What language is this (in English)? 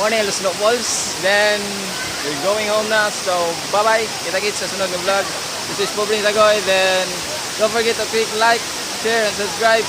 Cebuano